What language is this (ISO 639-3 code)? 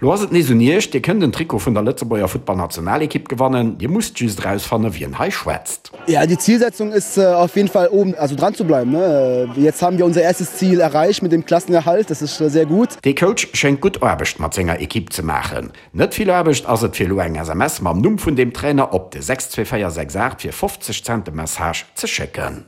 ltz